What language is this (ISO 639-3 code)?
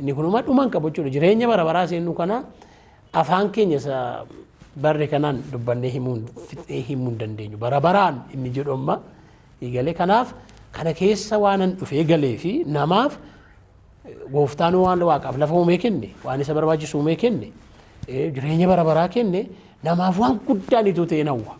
orm